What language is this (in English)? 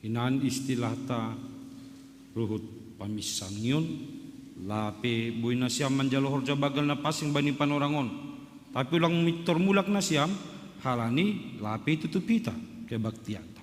Batak Simalungun